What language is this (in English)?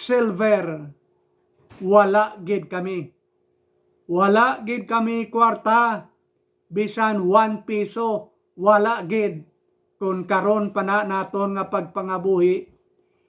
Hiligaynon